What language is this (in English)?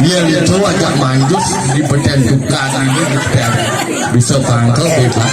Balinese